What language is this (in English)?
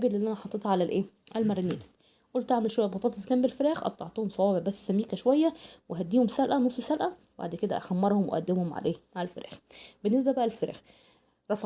Egyptian Arabic